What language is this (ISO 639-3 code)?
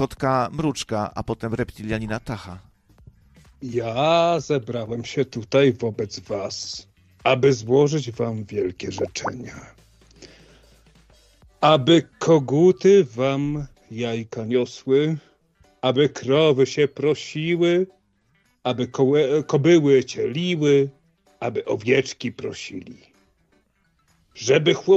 pol